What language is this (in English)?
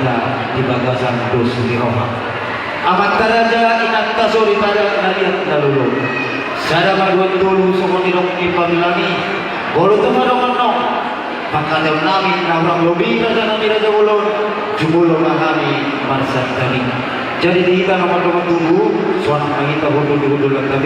Batak Toba